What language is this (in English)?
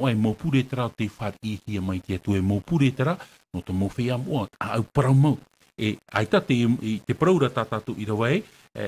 Tahitian